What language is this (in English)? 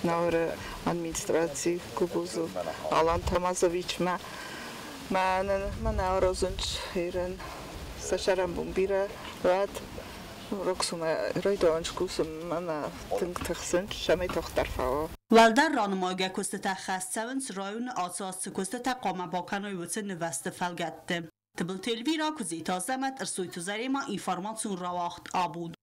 Ossetic